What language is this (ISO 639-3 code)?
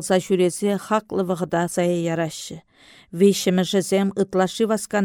chv